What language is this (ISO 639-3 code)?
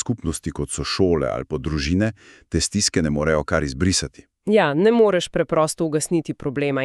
slv